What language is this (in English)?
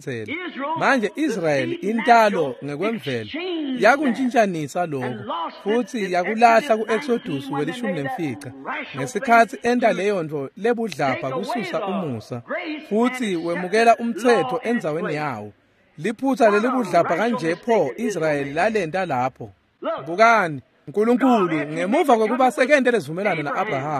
Swati